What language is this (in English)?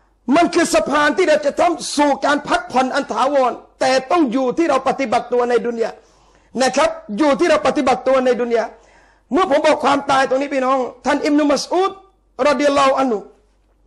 Thai